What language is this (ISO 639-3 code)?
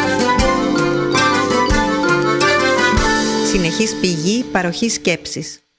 ell